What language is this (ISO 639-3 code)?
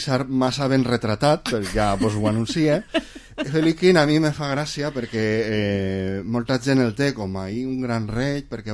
cat